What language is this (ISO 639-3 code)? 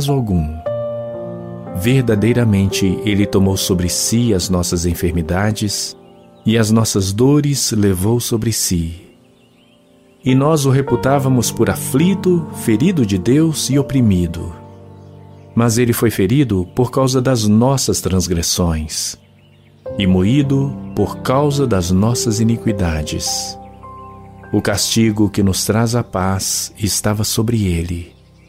por